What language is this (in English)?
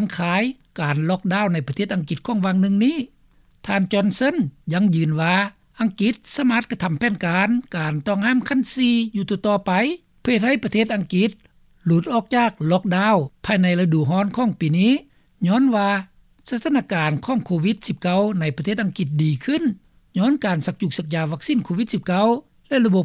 Lao